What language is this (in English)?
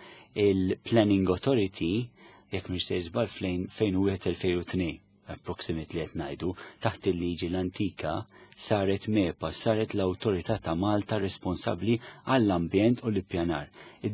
Maltese